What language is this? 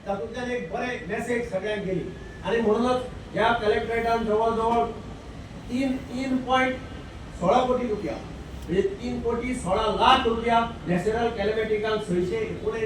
Konkani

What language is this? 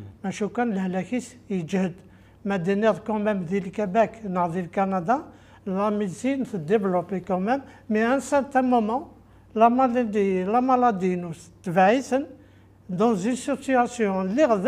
Kabyle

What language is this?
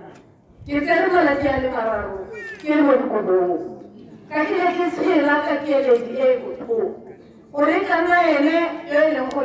Tswana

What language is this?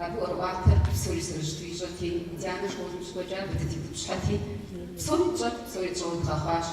Kabardian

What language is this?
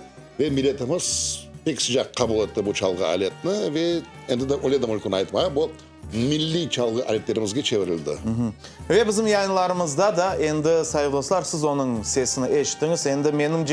Crimean Tatar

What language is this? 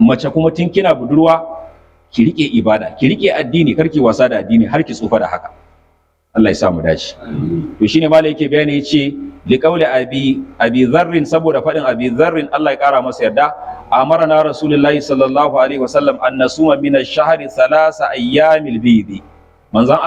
Hausa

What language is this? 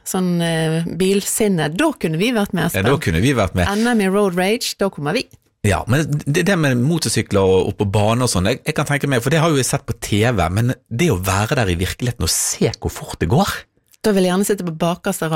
Norwegian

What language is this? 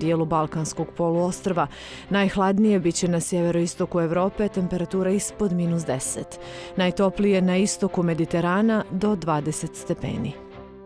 Bosnian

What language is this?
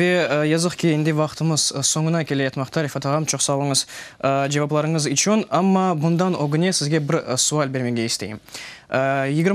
Crimean Tatar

